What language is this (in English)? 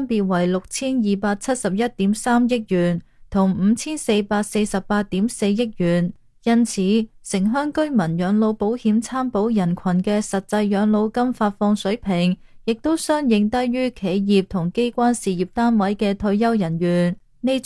Cantonese